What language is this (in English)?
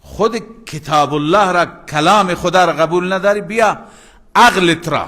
Persian